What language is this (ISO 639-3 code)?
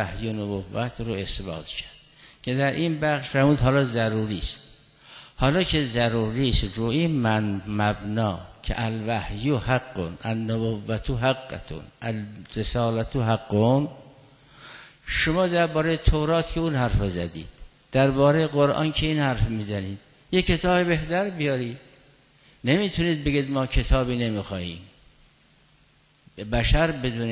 fas